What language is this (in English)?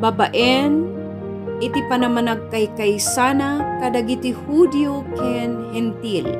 Iloko